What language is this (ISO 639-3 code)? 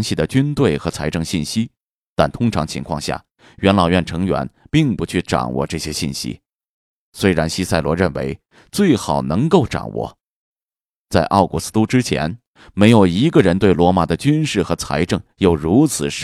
zho